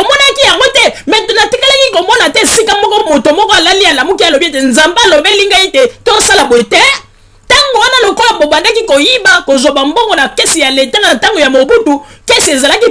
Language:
Lingala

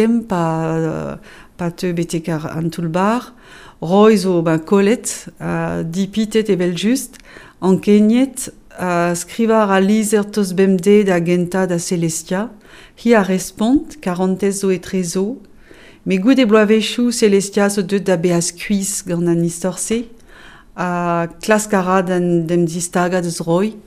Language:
Breton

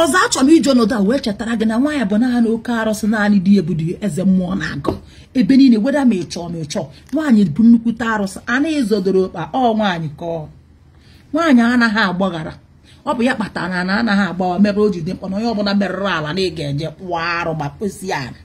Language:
Igbo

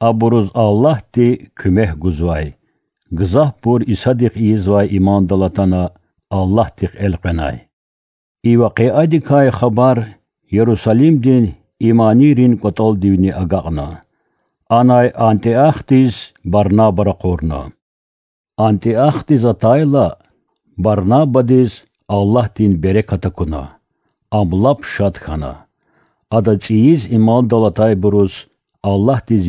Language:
Lezghian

